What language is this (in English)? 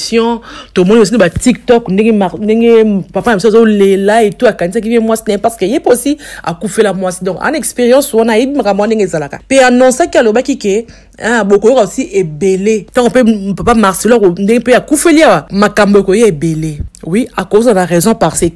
Lingala